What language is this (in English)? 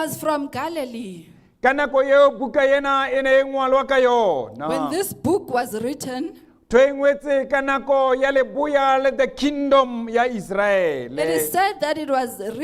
Southern Sotho